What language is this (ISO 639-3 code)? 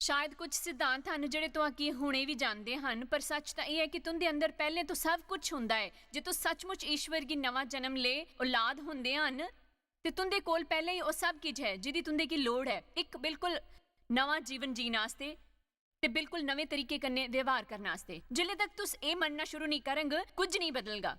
doi